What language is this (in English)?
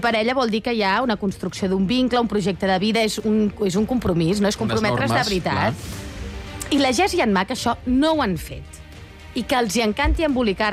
Catalan